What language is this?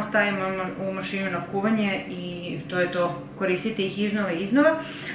Serbian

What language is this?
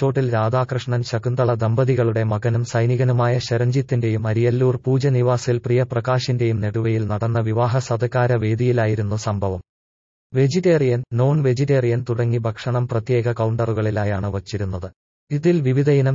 Malayalam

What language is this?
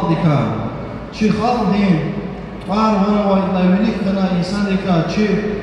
Lezghian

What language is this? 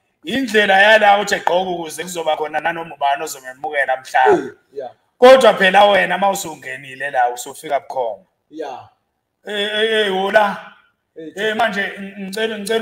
Zulu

